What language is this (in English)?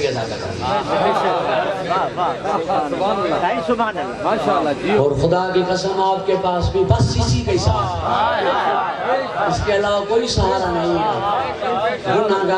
Urdu